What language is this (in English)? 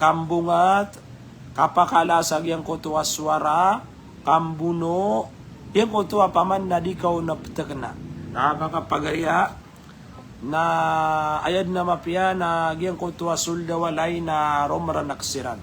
Maranao